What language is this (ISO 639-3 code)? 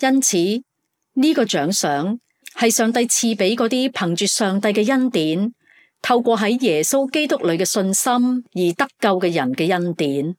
yue